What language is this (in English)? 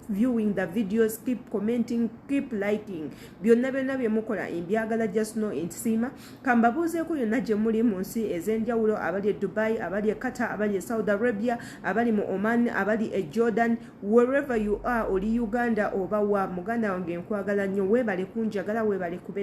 Ganda